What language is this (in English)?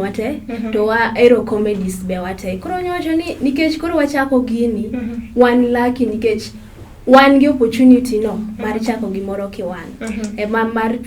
Luo (Kenya and Tanzania)